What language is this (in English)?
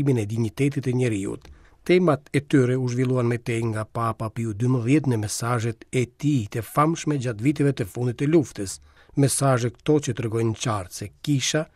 Albanian